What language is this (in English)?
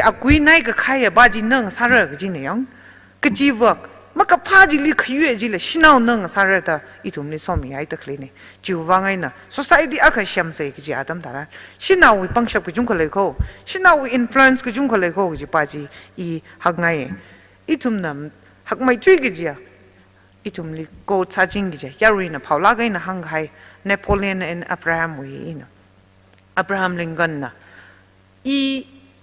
Tangkhul Naga (India)